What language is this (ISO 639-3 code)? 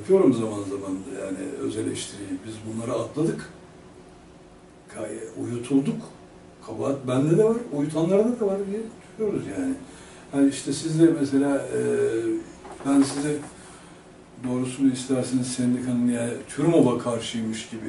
tur